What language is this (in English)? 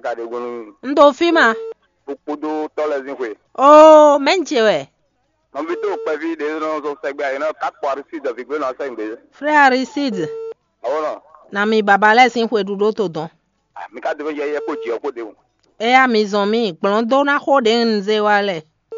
Fon